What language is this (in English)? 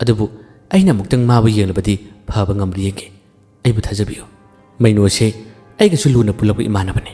Manipuri